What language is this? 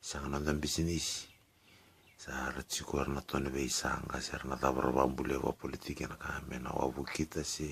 Fijian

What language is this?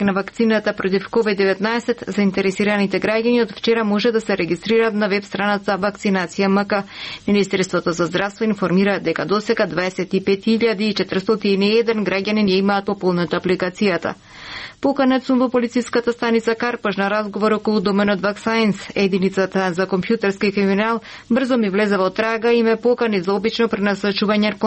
Macedonian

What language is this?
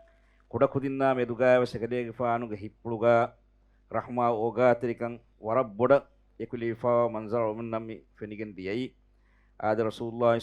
Divehi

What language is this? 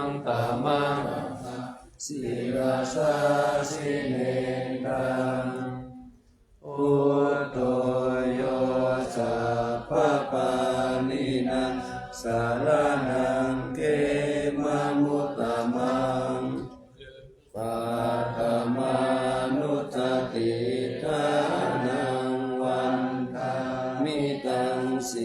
Pali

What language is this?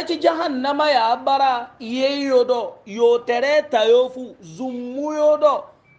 Hausa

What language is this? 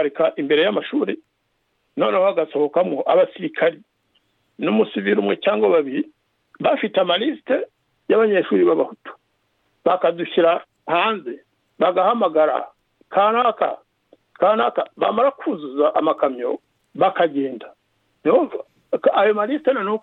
Kinyarwanda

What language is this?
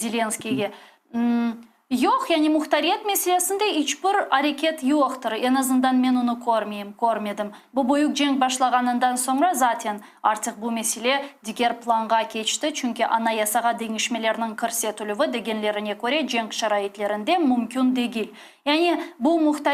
Crimean Tatar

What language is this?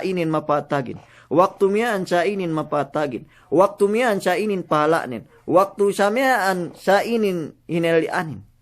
Yakan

